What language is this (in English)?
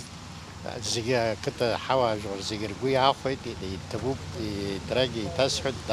Abkhazian